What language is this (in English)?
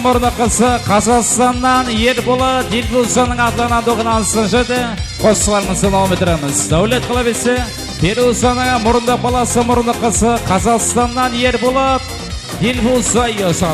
Kara-Kalpak